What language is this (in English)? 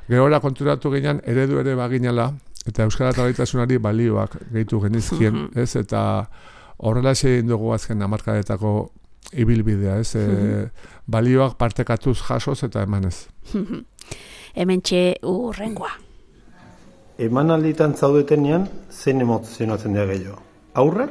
Basque